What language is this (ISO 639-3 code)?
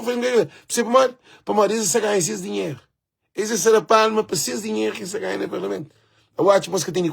kea